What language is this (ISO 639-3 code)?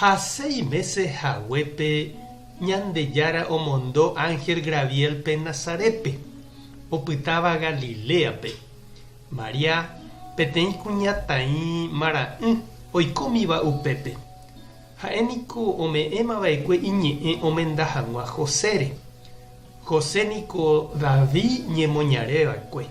grn